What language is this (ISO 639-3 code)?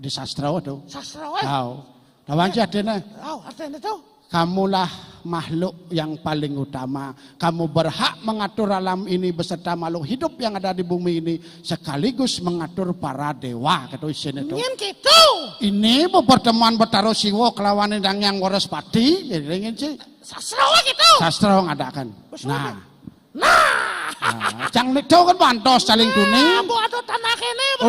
ban